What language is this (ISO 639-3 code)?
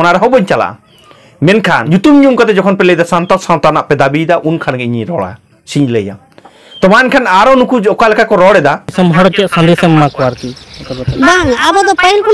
sat